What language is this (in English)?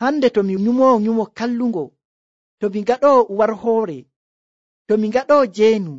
Nigerian Fulfulde